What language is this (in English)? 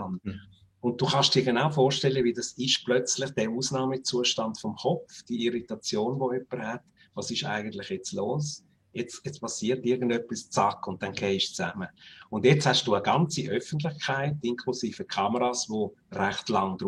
Swiss German